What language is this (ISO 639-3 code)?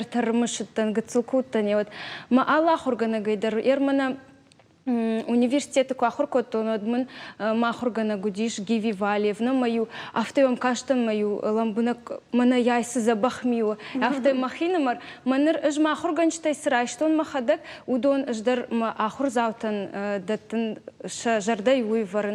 oss